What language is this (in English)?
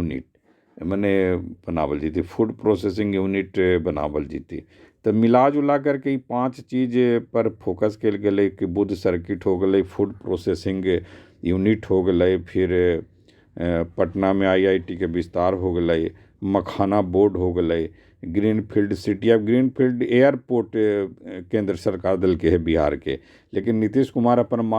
Magahi